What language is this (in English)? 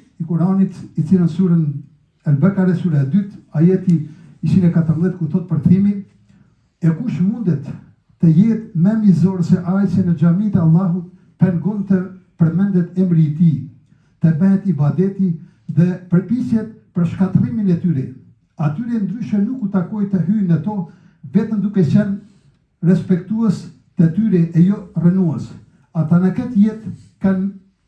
Albanian